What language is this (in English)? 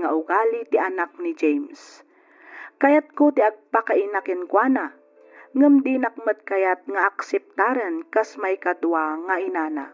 Iloko